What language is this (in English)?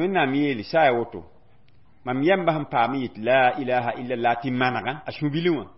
Mossi